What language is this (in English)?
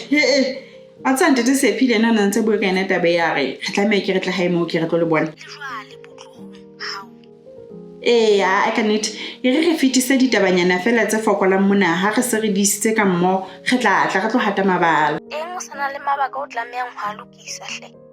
Southern Sotho